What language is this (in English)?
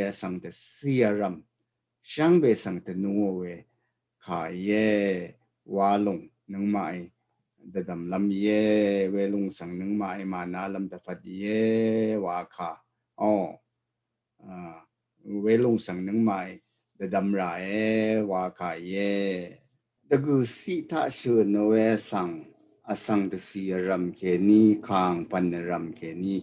Rawang